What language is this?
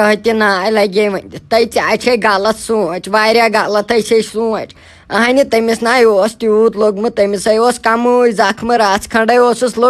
Kashmiri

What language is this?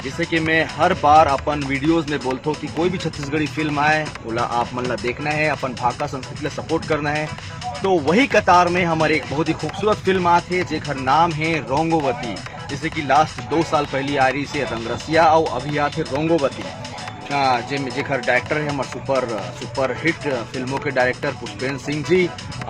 Chhattisgarhi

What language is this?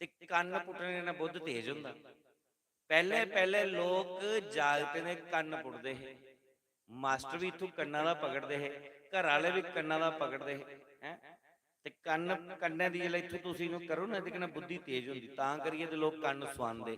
Dogri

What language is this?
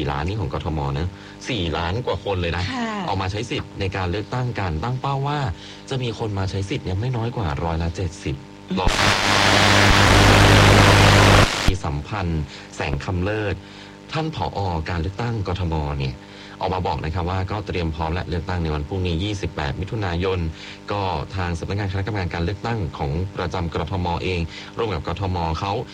Thai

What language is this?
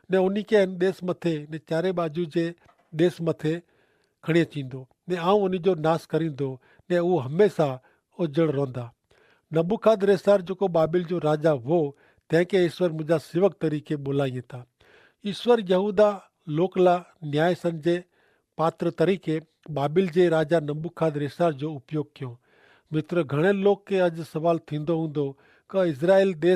Kachhi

